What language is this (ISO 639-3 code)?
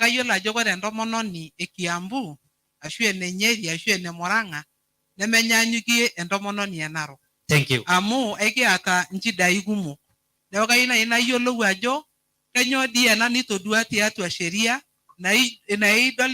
mas